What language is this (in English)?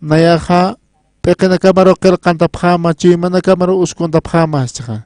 Aymara